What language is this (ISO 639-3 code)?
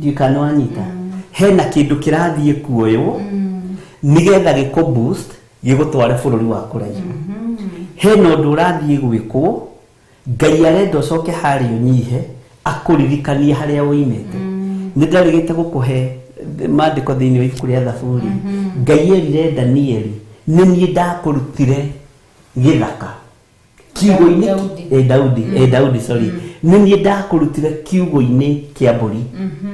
kik